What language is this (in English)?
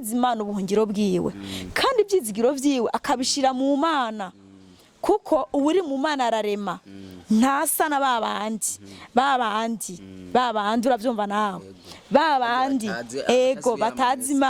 Rundi